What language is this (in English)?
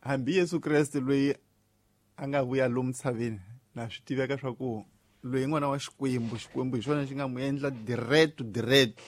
Tsonga